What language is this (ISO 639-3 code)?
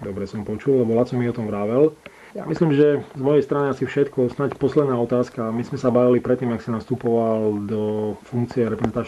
slk